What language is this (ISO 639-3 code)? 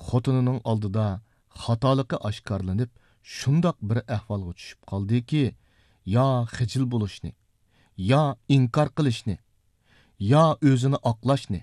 uig